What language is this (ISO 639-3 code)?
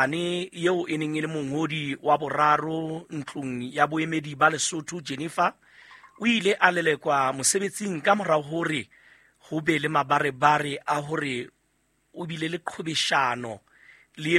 sot